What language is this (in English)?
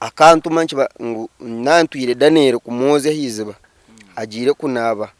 Nyankole